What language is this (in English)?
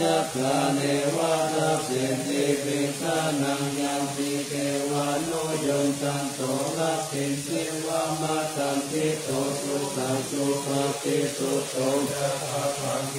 Pali